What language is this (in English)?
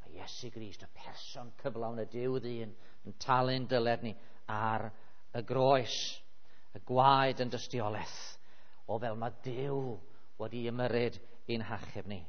Welsh